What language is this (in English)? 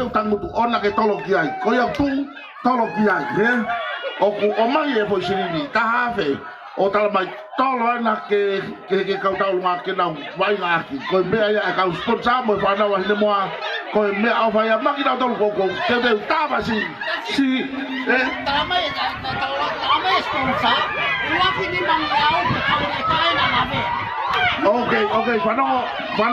Tongan